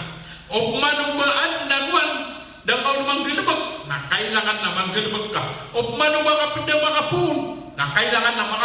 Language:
Maranao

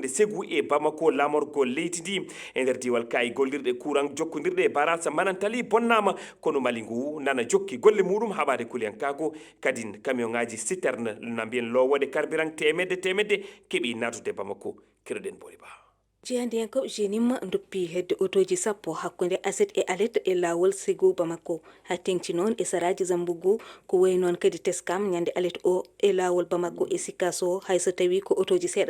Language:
Fula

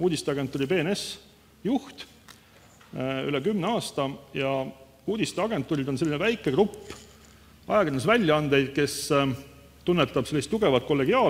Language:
Estonian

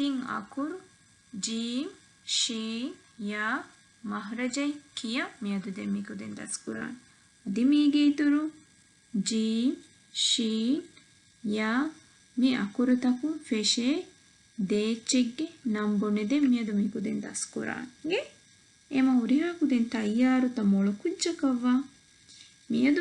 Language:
Divehi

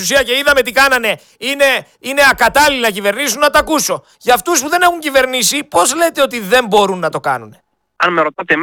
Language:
Greek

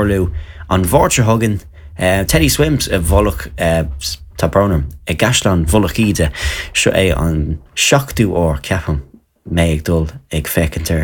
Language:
Irish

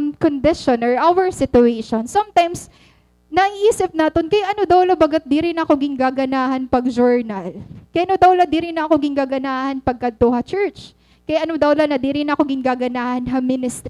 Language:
Waray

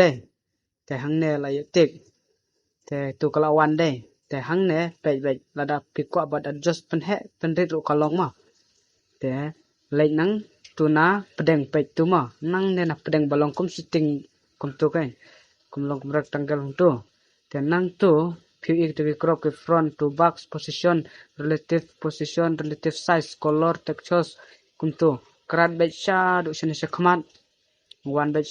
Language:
Khasi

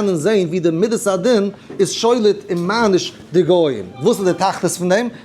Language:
Yiddish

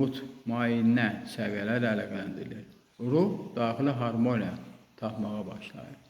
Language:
Azerbaijani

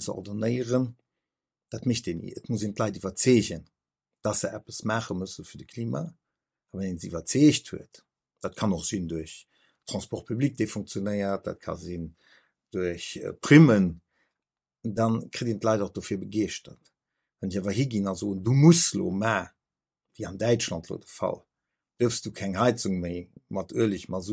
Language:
Luxembourgish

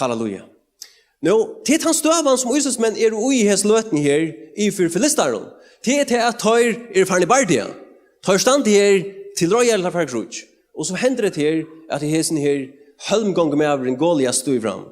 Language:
Faroese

